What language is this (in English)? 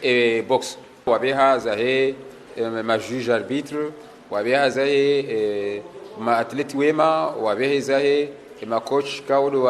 Ngazidja Comorian